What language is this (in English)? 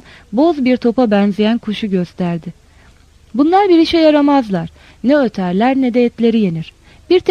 Turkish